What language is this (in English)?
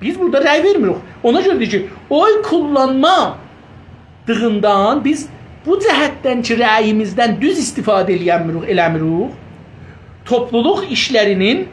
South Azerbaijani